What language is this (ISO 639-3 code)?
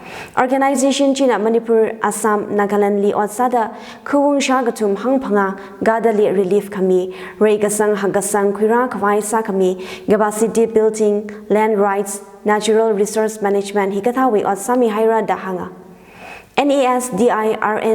nmf